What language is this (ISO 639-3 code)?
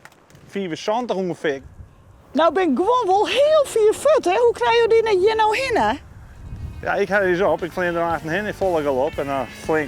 fry